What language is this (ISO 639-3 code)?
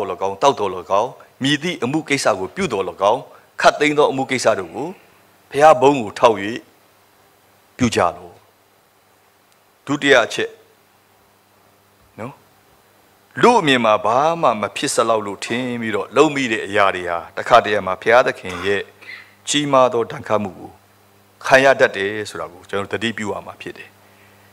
mya